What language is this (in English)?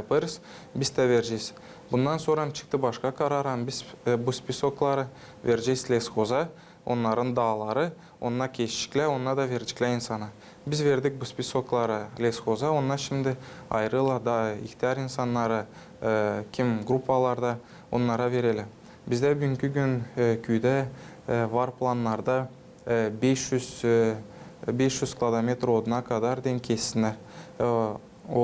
Gagauz